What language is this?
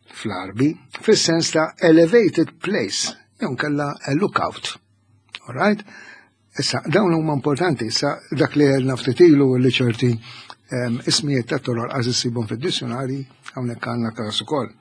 Maltese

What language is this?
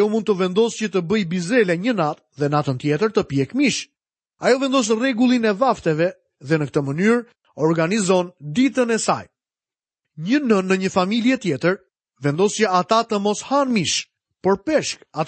Albanian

